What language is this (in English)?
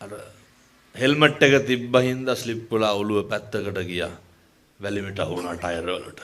Sinhala